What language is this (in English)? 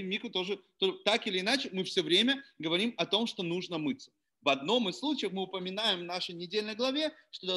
Russian